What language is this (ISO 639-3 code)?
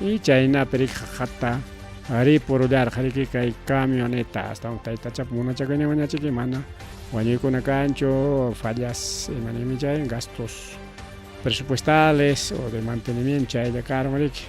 quy